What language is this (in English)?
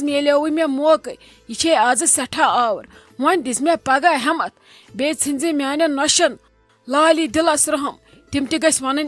Kashmiri